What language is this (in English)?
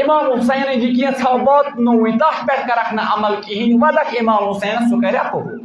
Kashmiri